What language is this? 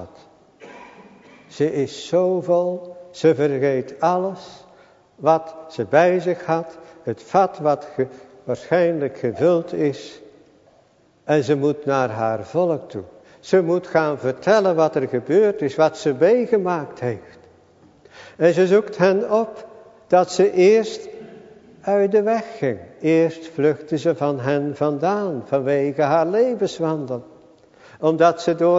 Dutch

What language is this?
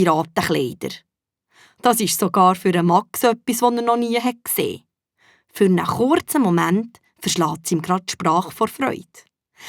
Swiss German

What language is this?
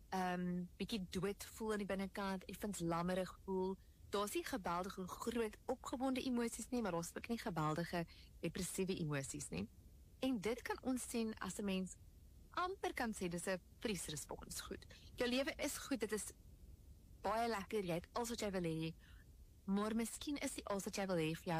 Afrikaans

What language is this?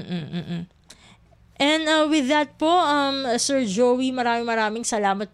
Filipino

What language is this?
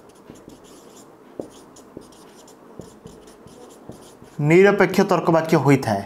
Odia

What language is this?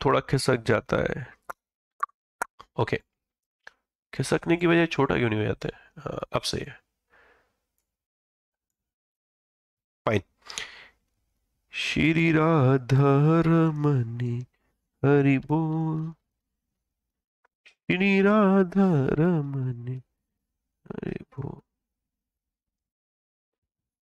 Hindi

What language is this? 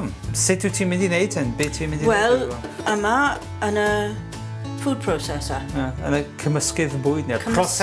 Welsh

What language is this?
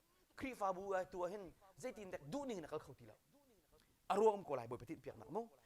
Hakha Chin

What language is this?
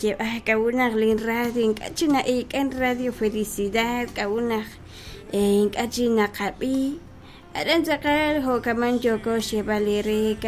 Kekchí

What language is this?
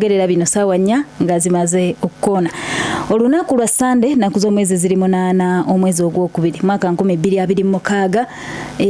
Ganda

